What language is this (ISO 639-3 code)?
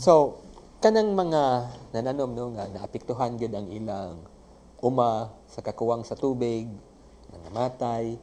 ceb